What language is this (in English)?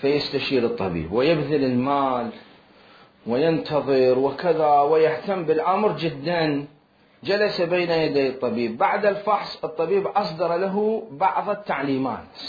Mesopotamian Arabic